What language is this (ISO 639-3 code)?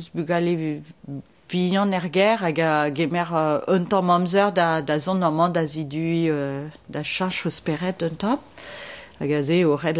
bre